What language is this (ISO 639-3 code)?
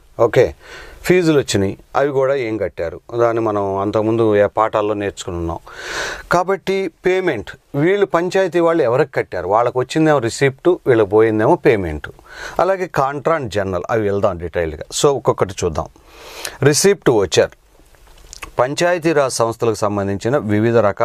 tel